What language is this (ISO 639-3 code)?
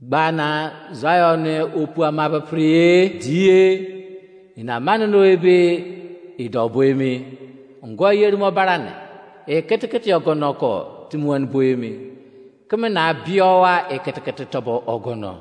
ijc